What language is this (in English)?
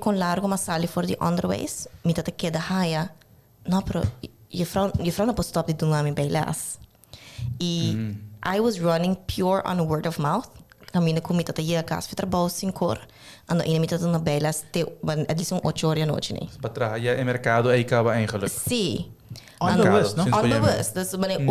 Papiamento